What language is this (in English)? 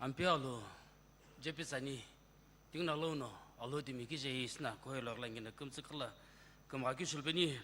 Sumi Naga